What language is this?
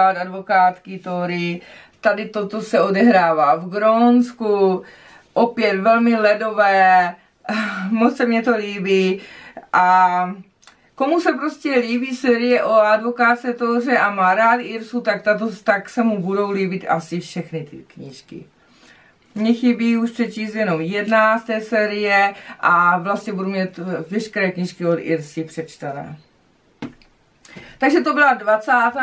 Czech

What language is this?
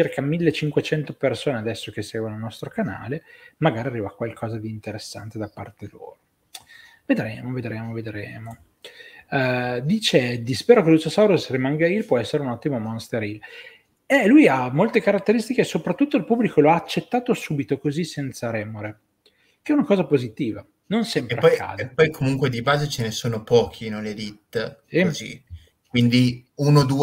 Italian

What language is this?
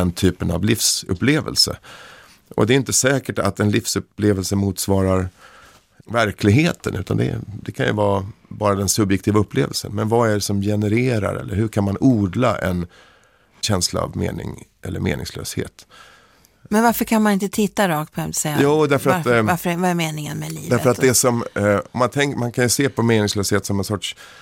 Swedish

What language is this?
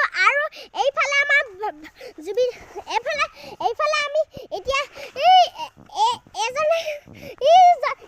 Assamese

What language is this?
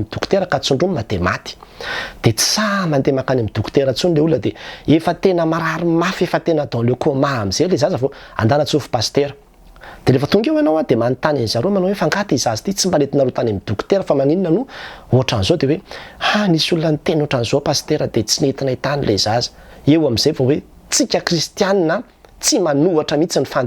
Malagasy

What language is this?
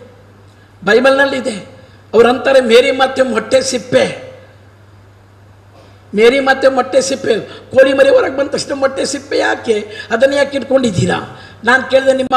Kannada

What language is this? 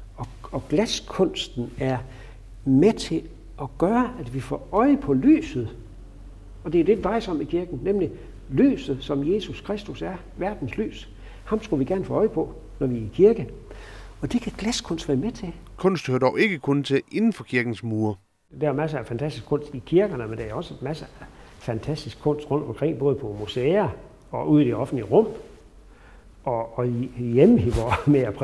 Danish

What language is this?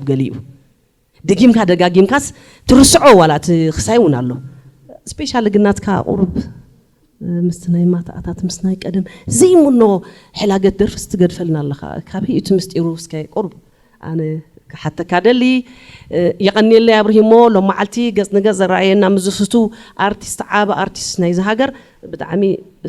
Tigrinya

